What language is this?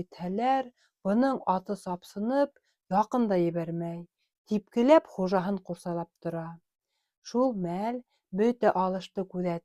Bashkir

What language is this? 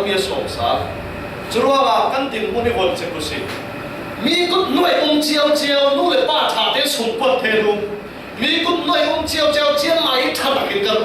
Falam Chin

